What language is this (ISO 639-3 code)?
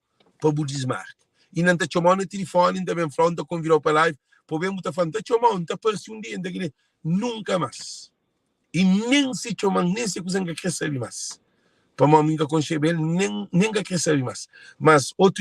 kea